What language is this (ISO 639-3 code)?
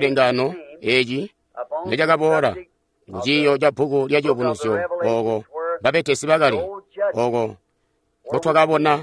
toi